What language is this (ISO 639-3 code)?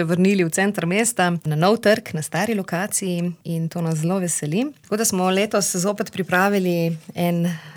slv